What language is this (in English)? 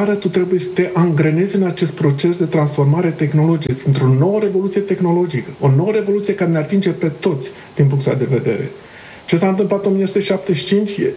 Romanian